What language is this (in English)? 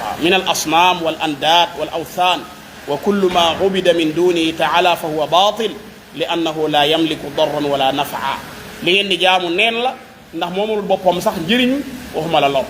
Wolof